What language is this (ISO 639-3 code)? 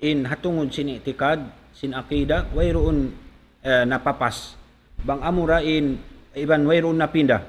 tsg